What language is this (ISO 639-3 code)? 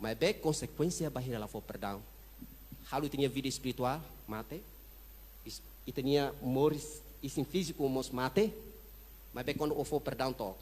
tet